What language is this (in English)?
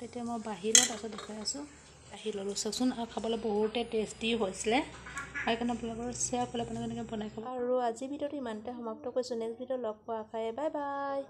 Assamese